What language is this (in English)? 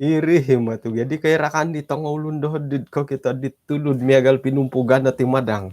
Central Dusun